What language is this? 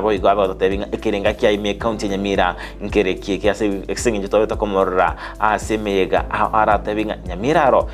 Gusii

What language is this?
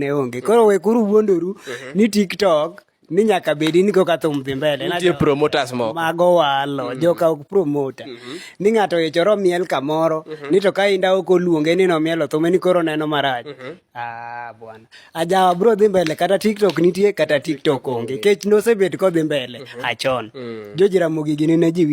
Luo (Kenya and Tanzania)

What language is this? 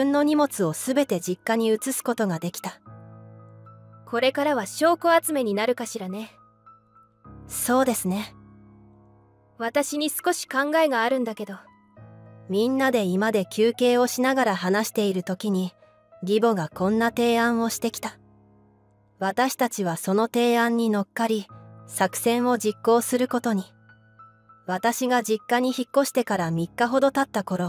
Japanese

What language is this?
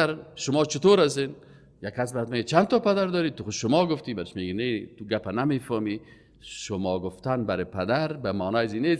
Persian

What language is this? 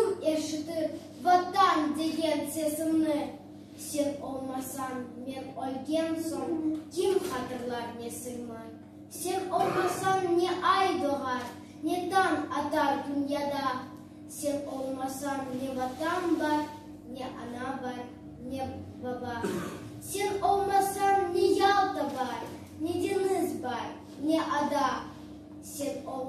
Crimean Tatar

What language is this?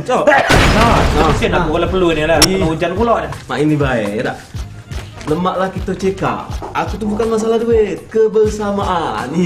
Musi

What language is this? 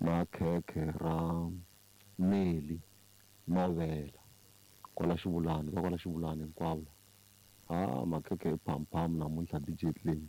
Tsonga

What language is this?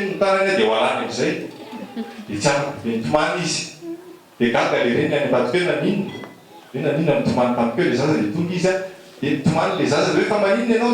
Malagasy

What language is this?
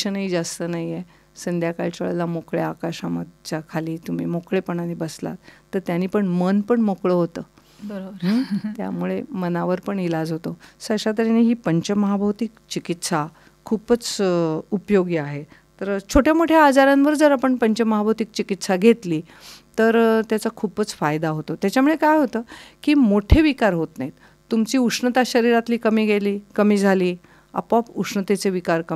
Marathi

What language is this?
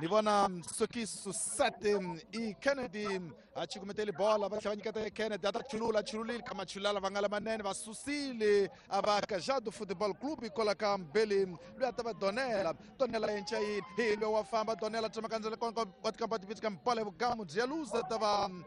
Tsonga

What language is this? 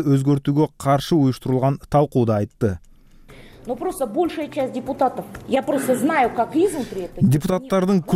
Kyrgyz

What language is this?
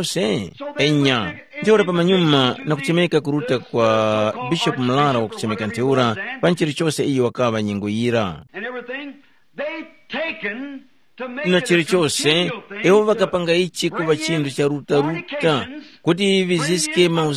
Tumbuka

